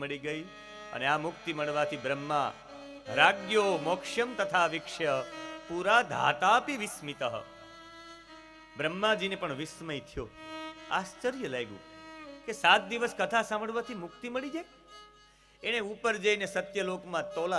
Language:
Gujarati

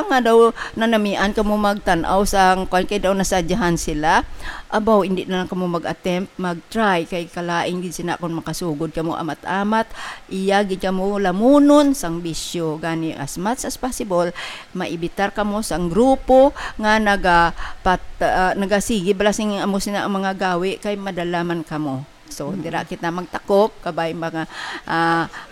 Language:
Hiligaynon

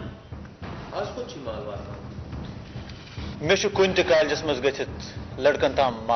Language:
Kashmiri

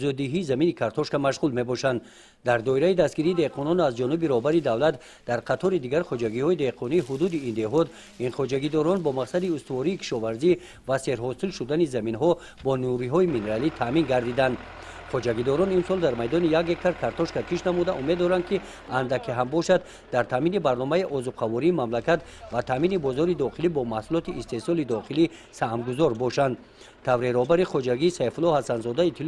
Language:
Tajik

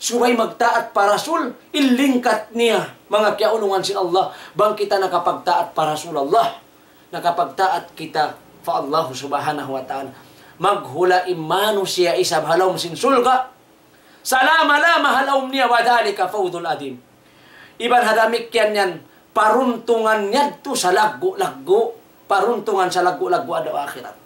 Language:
Tausug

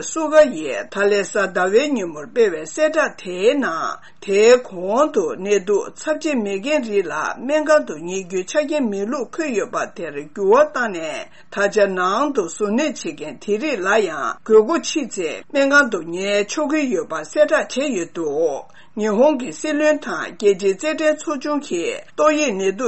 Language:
Tibetan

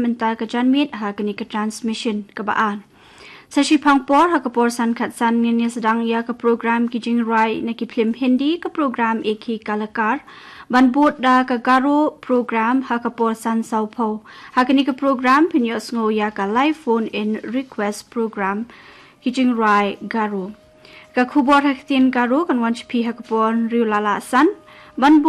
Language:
Khasi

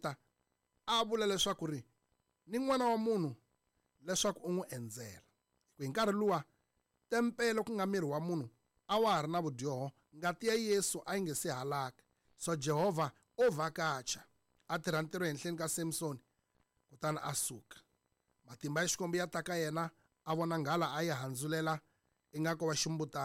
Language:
Tsonga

